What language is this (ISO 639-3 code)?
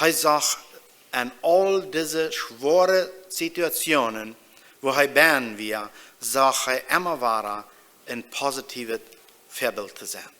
pdt